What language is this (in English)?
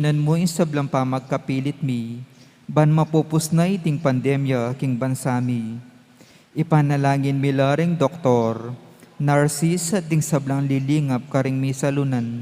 Pampanga